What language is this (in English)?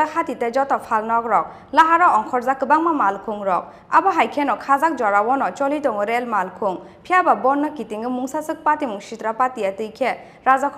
Kok Borok